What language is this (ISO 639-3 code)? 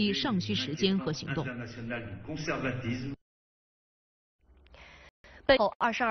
zho